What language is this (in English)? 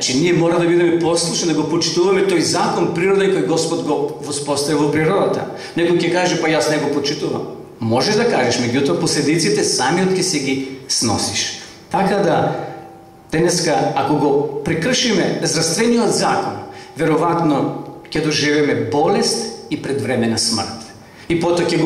Macedonian